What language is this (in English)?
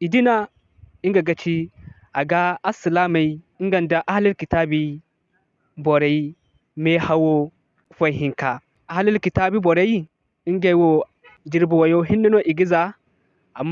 Zarma